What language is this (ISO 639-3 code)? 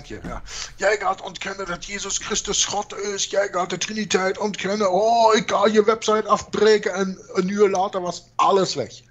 nld